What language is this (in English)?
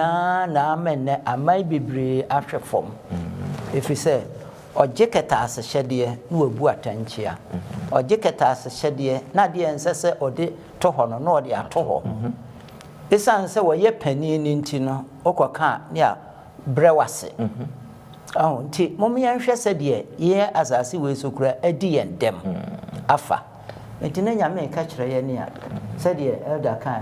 Akan